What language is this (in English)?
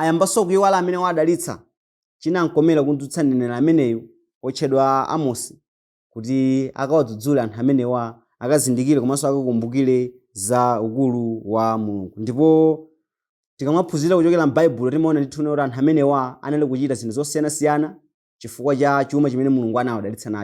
Nyanja